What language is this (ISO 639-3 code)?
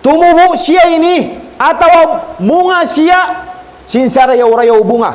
tsg